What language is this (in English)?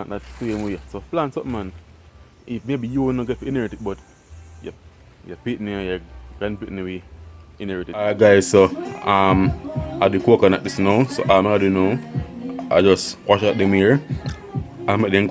Jamaican Creole English